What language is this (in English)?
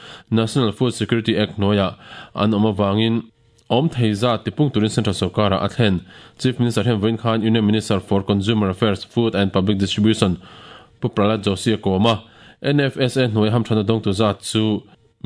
Mizo